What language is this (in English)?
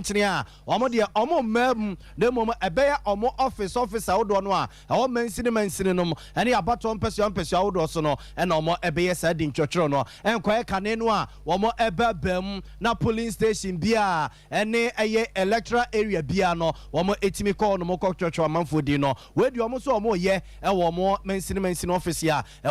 Akan